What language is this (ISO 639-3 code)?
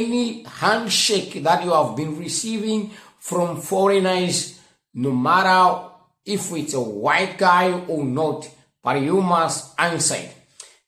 eng